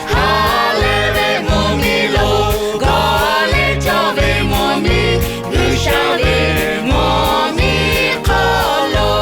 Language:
Lahu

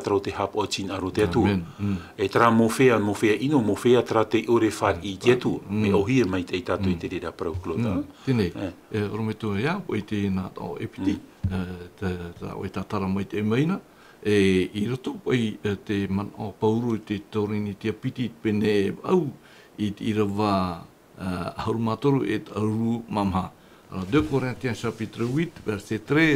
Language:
Tahitian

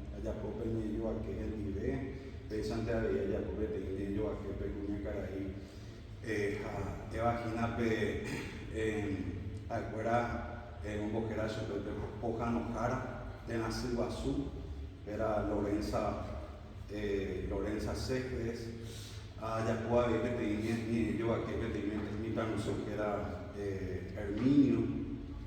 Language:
Guarani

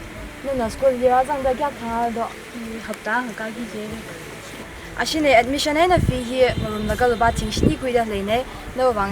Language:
Tangkhul Naga (India)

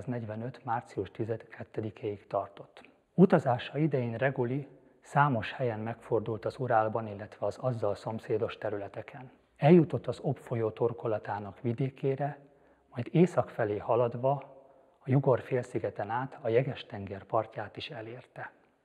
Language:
Hungarian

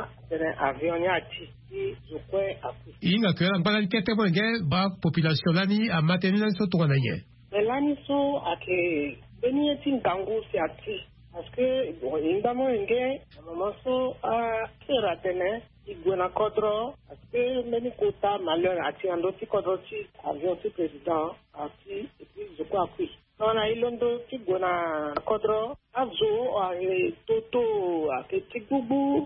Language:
Sango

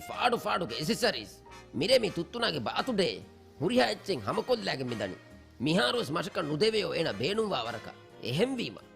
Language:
Divehi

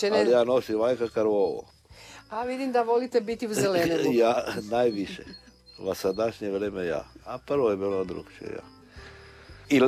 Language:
Croatian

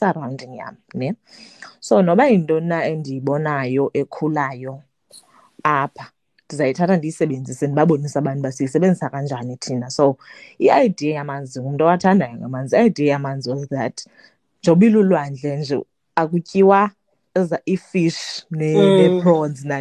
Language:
Xhosa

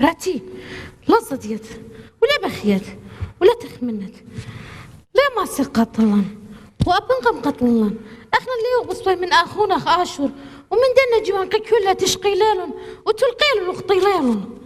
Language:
Assyrian Neo-Aramaic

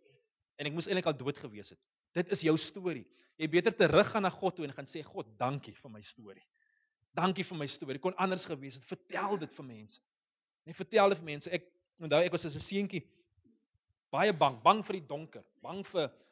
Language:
Afrikaans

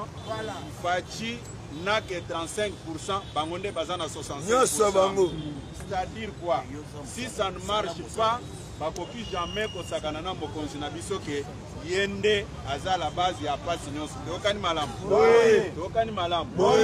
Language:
Lingala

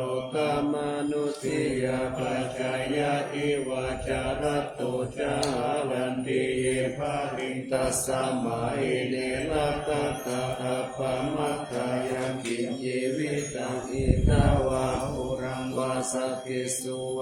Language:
Pali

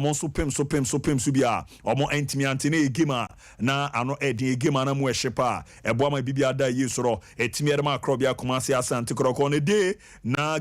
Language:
Akan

